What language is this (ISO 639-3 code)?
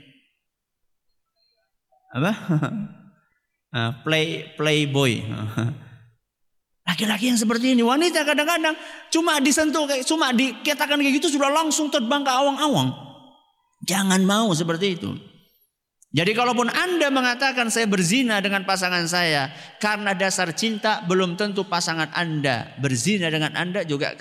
ind